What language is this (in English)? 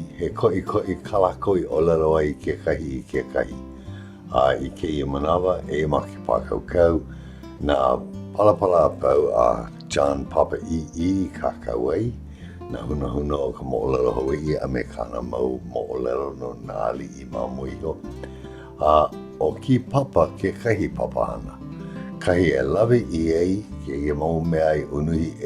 Hawaiian